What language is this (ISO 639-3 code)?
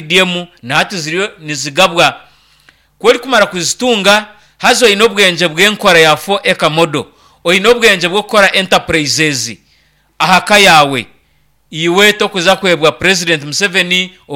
nyn